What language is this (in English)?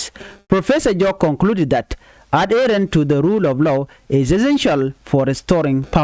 Nuer